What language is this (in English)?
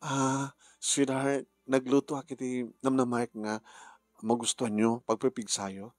Iloko